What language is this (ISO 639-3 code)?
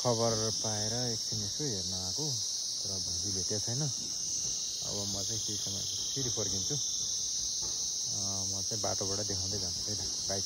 nep